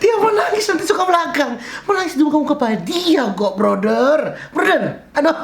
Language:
Manado Malay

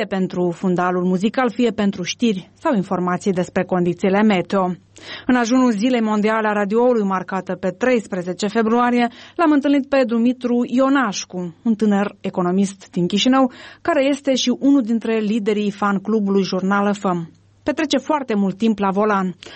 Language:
Romanian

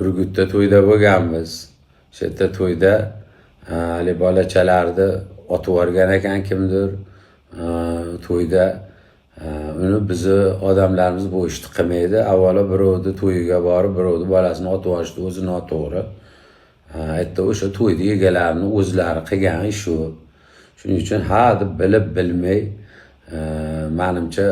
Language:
Uzbek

